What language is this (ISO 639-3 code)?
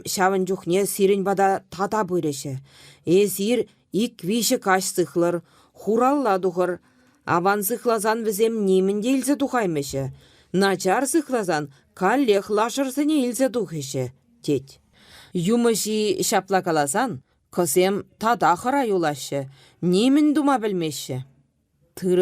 chv